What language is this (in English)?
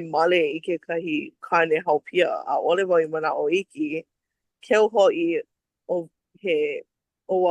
Hawaiian